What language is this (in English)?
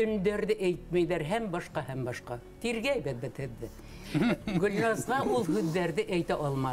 Bashkir